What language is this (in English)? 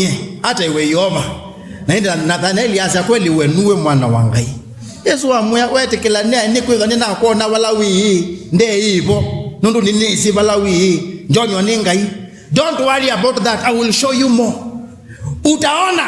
Kamba